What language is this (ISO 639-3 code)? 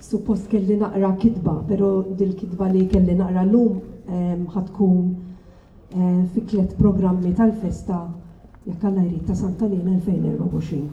mlt